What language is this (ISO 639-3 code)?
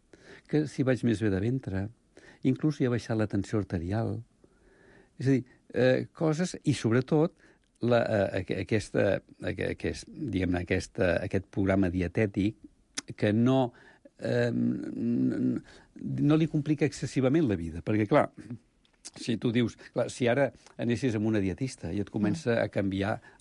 cat